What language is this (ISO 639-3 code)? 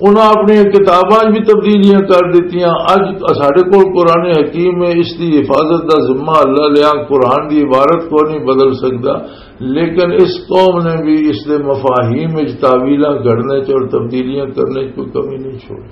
lah